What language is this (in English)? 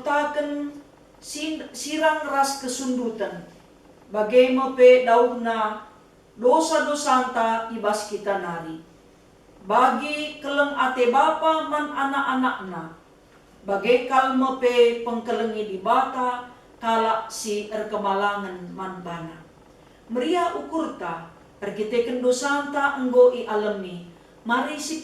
Batak Karo